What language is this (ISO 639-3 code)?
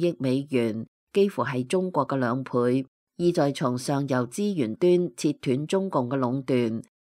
yue